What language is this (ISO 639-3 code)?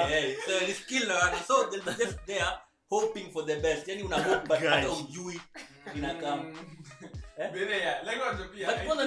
swa